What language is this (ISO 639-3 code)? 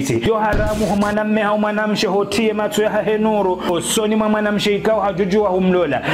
zdj